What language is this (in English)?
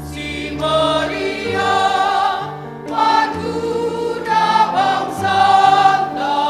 Batak Karo